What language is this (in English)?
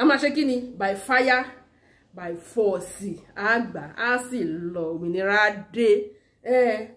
Yoruba